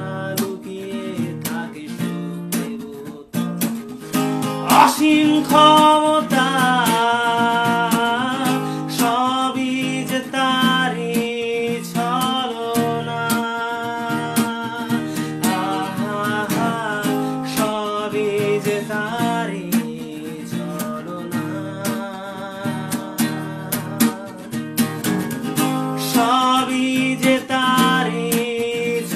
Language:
Bangla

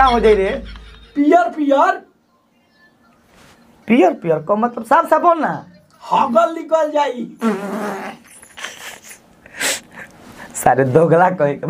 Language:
Bhojpuri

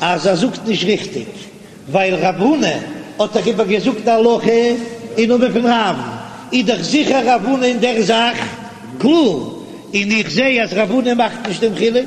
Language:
Yiddish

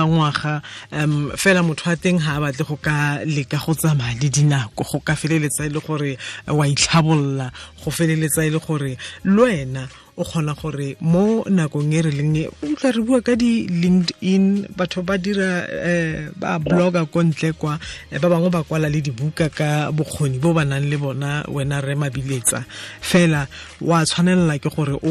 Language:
Tswana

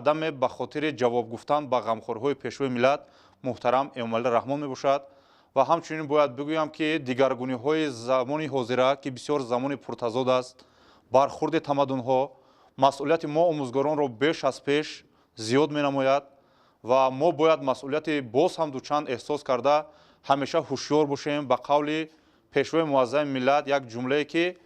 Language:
Tajik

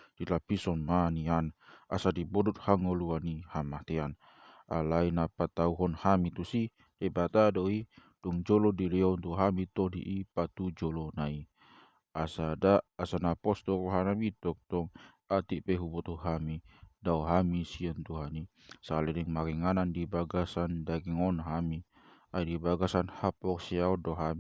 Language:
Batak Toba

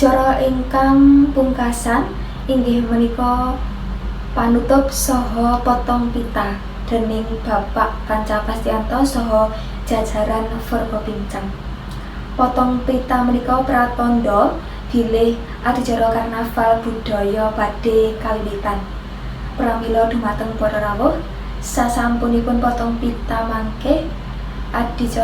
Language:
Javanese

